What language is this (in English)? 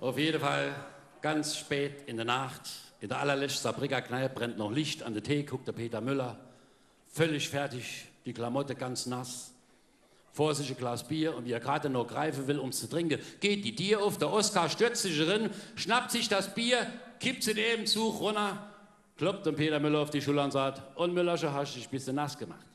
Palatine German